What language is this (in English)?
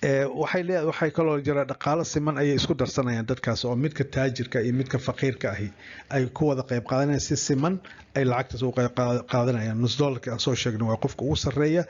Somali